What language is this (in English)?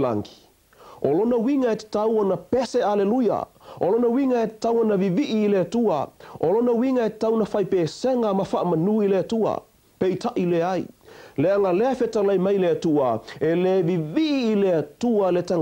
Samoan